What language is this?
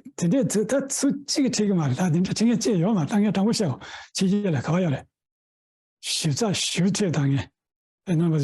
Tibetan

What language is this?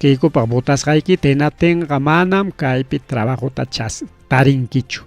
Ayacucho Quechua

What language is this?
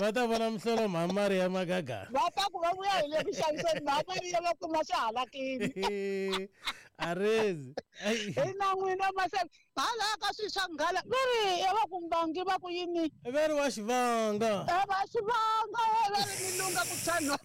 Tsonga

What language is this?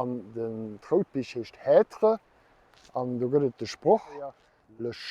Luxembourgish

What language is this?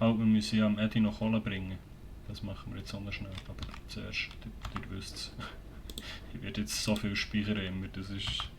Swiss German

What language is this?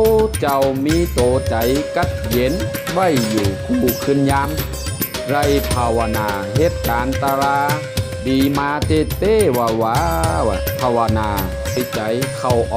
Shan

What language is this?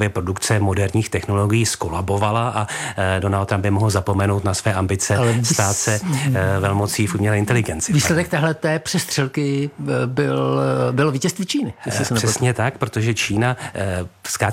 Czech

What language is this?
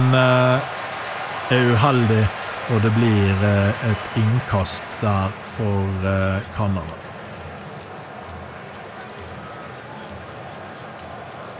Norwegian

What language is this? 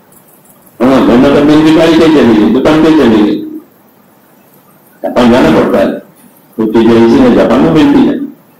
Urdu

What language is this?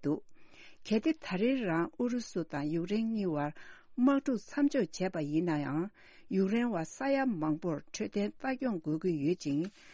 Tibetan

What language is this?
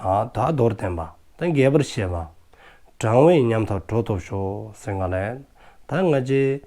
Dzongkha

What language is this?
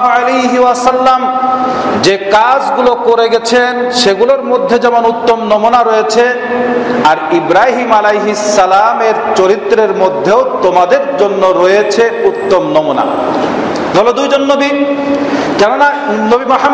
Bangla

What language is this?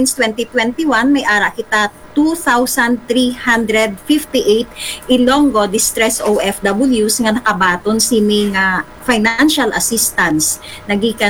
Hiligaynon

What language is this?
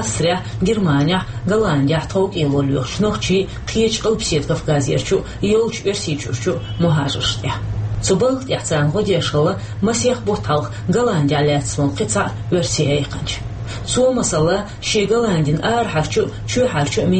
Chechen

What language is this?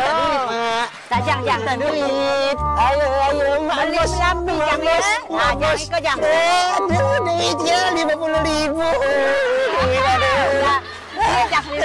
Musi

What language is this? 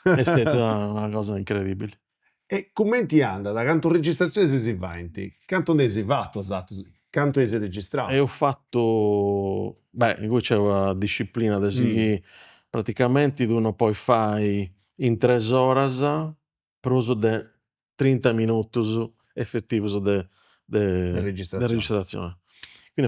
Sardinian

